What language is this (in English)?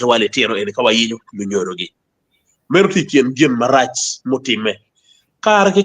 Acoli